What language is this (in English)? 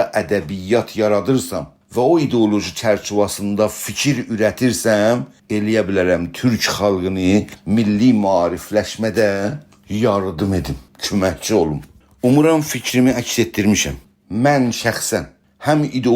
South Azerbaijani